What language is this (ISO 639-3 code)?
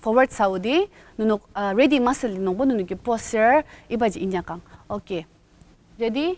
njo